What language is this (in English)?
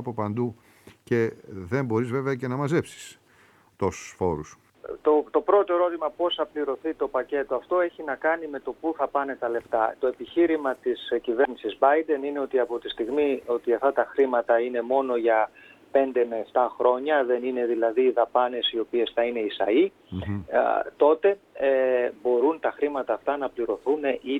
Greek